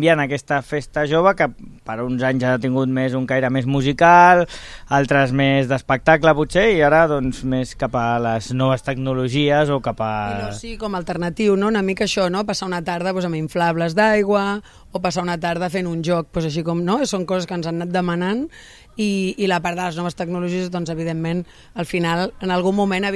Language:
Catalan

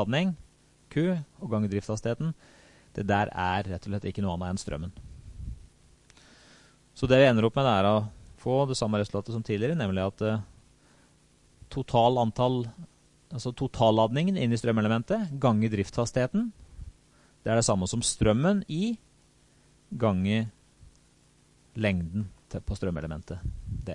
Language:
Norwegian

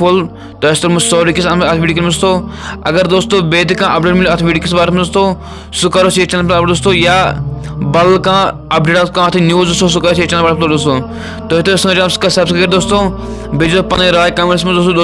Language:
Kashmiri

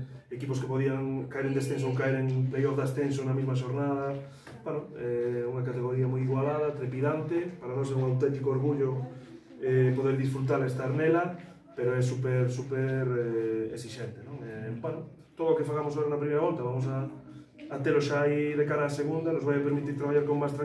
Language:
Galician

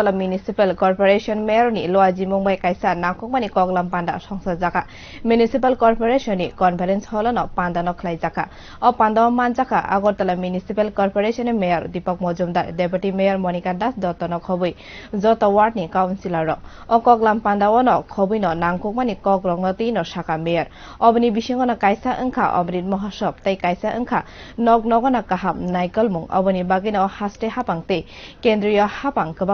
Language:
Kok Borok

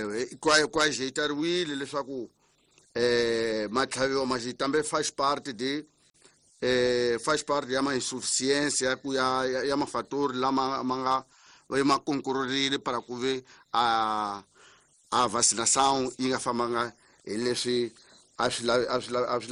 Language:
Tsonga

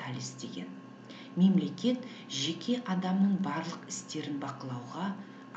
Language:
Kazakh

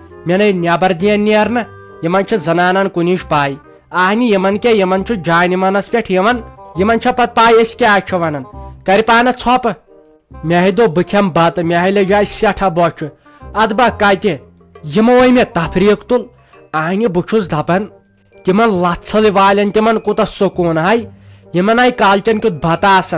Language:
Kashmiri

